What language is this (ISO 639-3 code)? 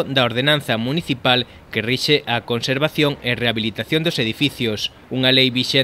glg